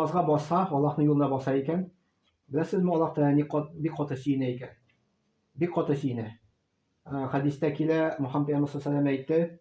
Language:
Tatar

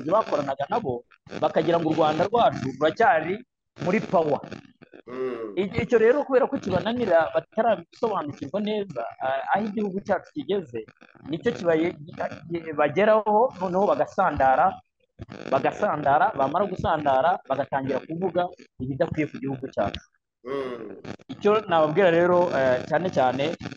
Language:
Kinyarwanda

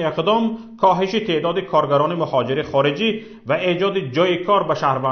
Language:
Tajik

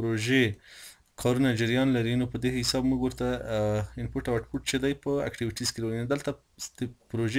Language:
Pashto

